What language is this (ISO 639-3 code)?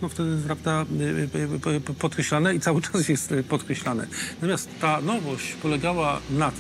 pol